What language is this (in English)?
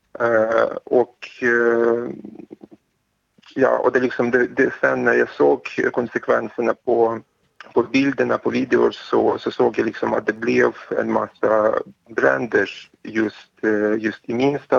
Swedish